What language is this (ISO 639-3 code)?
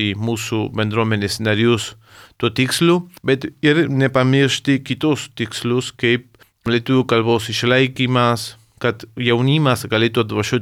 lit